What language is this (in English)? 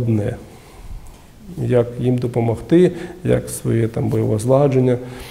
Ukrainian